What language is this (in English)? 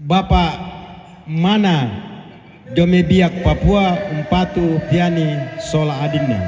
Toraja-Sa'dan